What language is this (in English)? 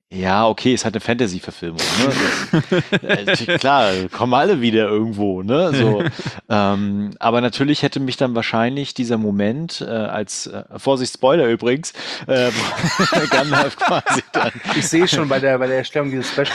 German